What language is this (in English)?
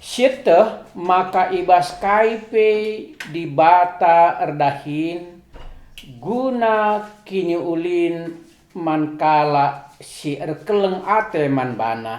Batak Karo